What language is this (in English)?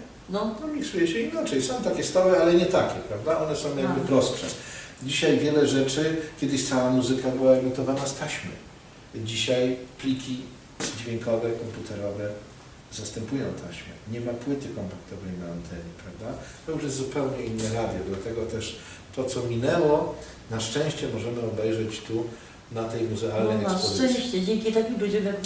Silesian